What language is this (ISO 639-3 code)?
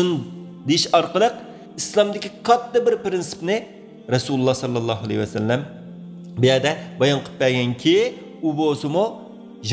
uig